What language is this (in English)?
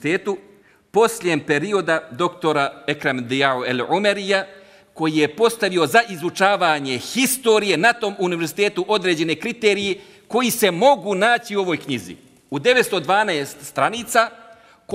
Bosnian